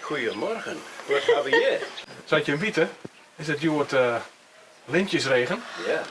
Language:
Western Frisian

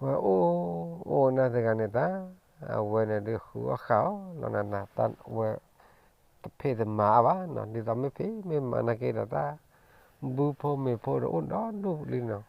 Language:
S'gaw Karen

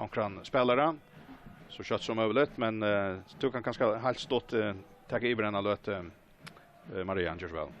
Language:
Faroese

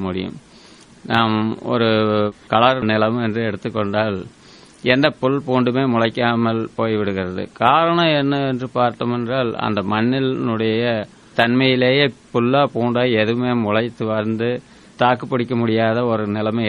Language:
Tamil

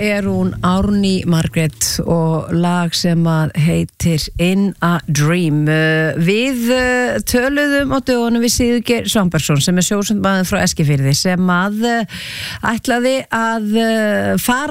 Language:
Icelandic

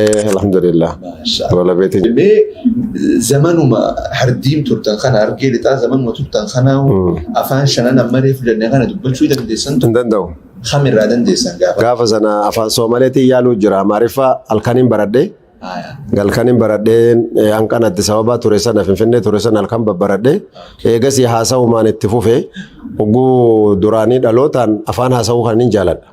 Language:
Oromo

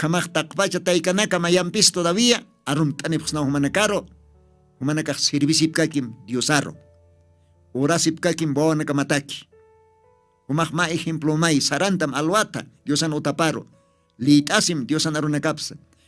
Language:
Aymara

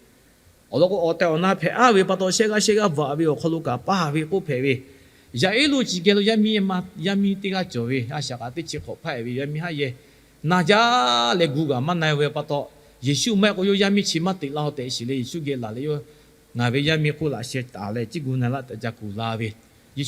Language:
Lahu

